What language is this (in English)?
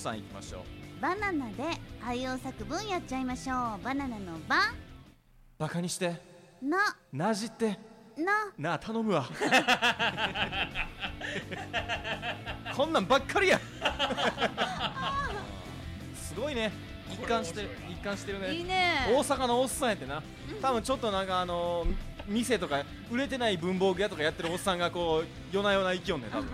Japanese